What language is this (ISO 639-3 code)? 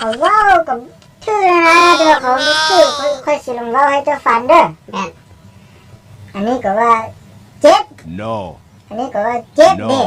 lao